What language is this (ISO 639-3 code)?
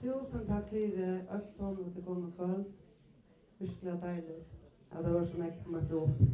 fao